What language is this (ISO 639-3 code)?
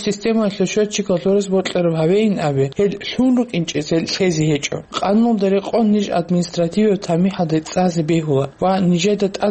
ava